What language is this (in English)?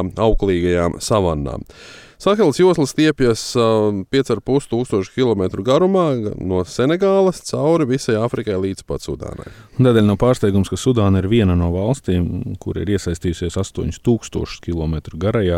Latvian